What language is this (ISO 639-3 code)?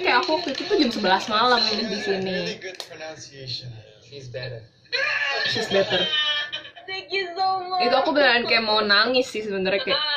ind